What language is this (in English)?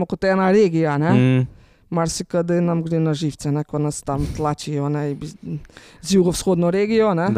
Slovenian